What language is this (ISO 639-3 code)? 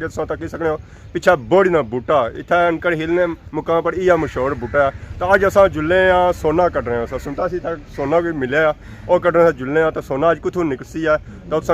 phr